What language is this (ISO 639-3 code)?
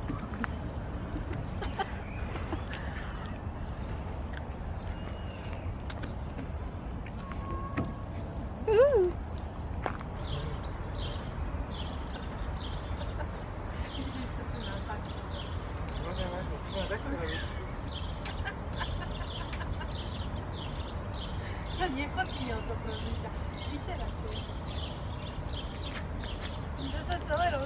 slk